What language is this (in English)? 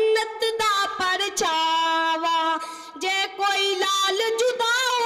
Urdu